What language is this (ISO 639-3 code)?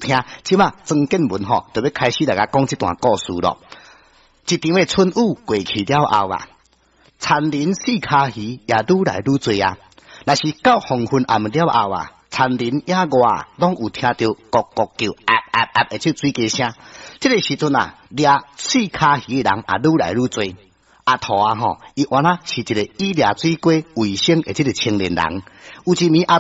nan